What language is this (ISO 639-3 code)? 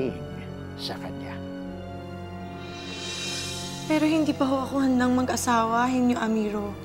fil